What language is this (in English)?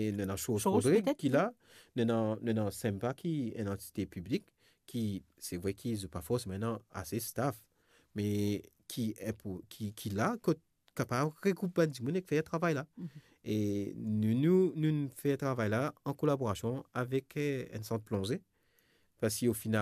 Morisyen